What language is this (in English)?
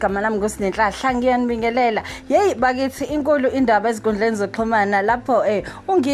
Zulu